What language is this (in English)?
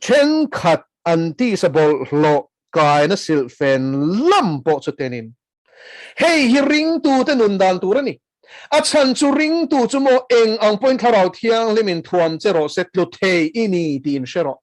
Mizo